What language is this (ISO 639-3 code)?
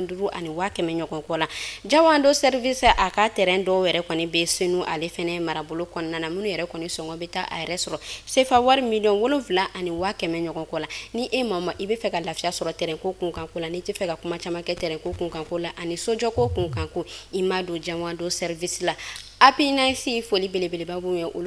bam